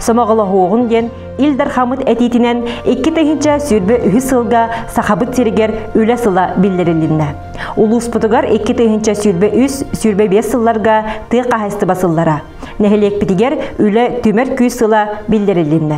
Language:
Yakut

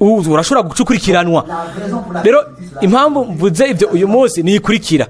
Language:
Rundi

